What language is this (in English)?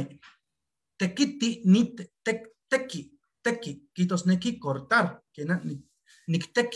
Eastern Huasteca Nahuatl